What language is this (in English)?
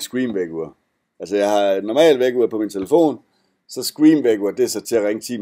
Danish